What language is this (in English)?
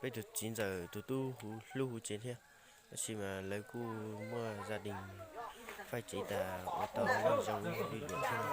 Hmong